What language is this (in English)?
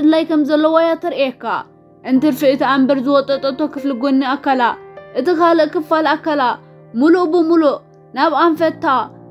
Tigrinya